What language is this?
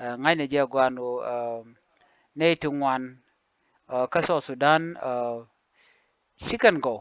Nuer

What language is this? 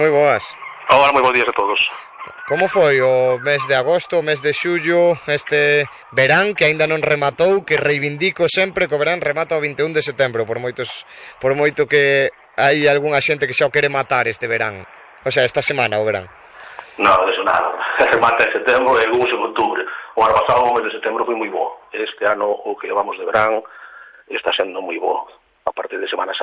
Galician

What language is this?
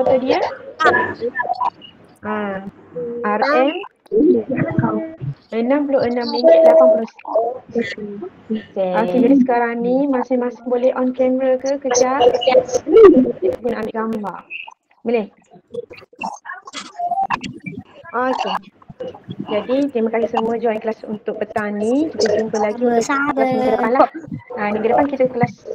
Malay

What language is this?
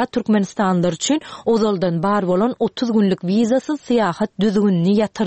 Turkmen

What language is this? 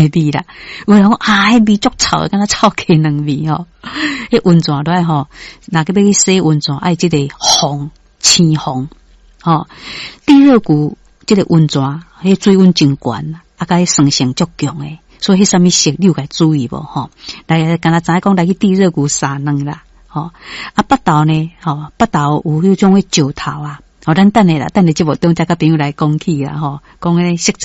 Min Nan Chinese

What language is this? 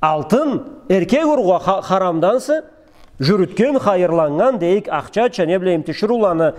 Karachay-Balkar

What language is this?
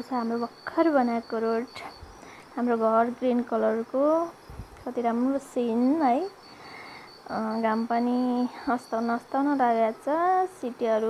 Nepali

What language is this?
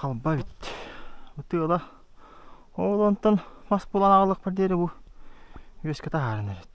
Yakut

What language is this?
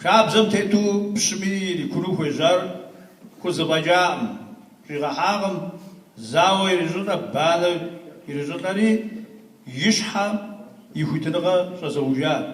Kabardian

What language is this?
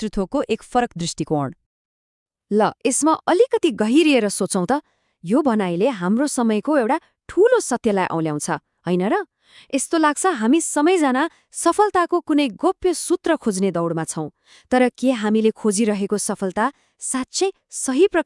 Nepali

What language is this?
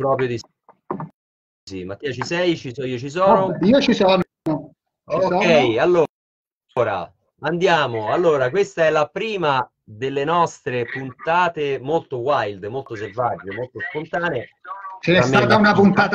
Italian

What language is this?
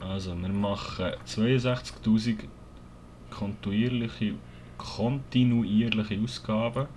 Swiss German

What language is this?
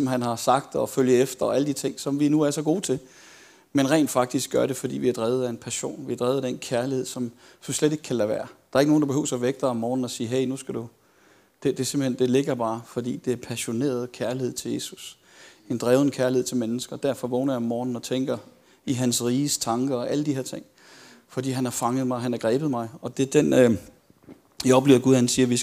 Danish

